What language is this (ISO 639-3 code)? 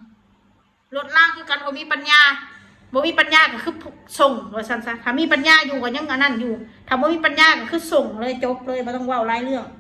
tts